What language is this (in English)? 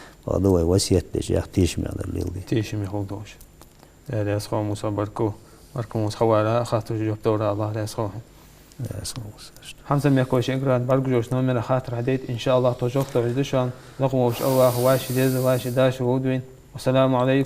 Ingush